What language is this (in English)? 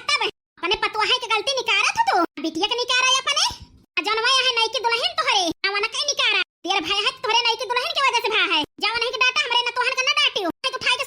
Awadhi